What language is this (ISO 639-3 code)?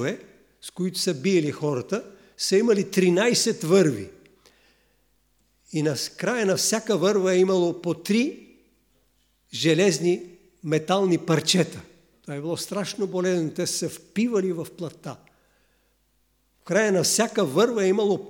bul